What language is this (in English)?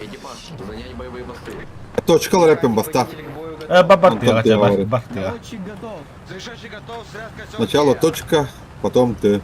Yakut